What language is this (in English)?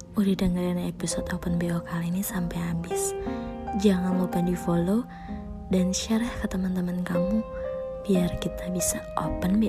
Indonesian